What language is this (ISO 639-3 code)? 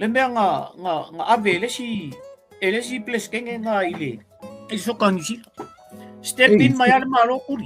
smo